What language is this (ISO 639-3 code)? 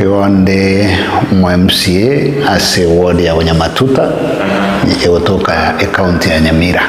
guz